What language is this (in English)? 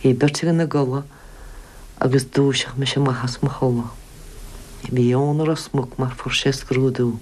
Irish